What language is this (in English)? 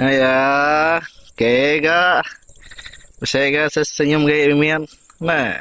Iban